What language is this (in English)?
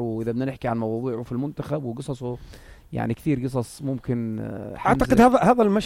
North Levantine Arabic